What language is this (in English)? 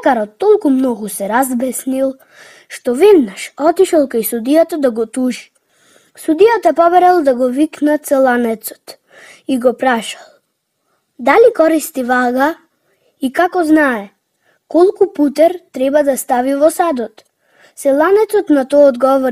Macedonian